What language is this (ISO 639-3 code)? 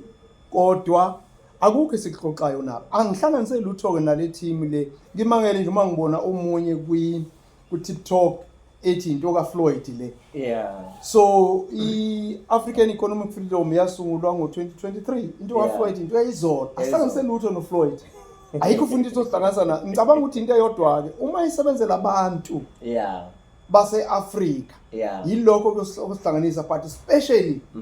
zul